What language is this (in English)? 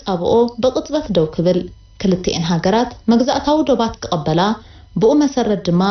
Tigrinya